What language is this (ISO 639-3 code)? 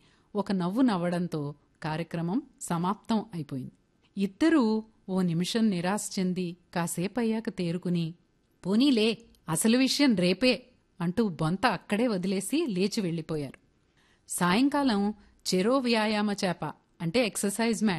tel